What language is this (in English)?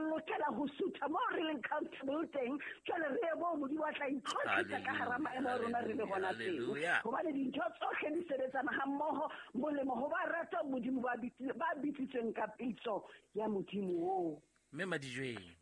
Southern Sotho